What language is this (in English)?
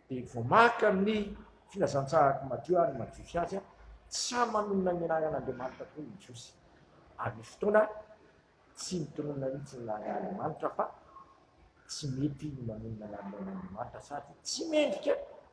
Malagasy